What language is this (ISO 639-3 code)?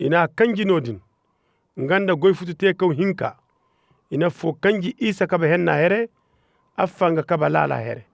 ses